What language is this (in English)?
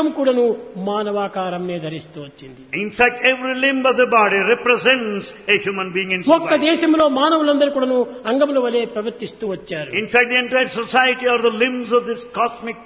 Telugu